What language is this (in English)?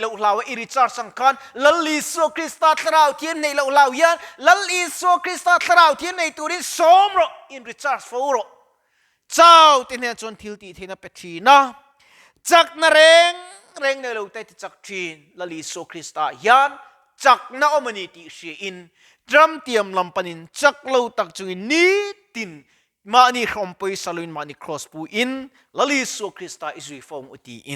Mizo